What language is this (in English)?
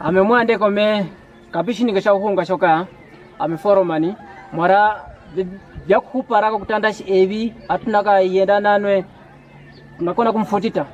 Kwangali